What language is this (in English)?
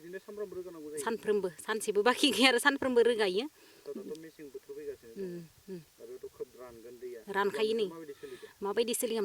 Bodo